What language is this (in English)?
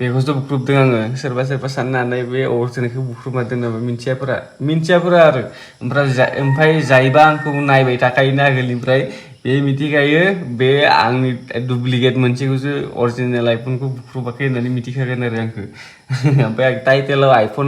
Bodo